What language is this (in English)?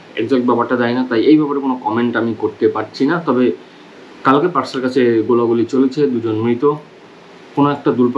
Bangla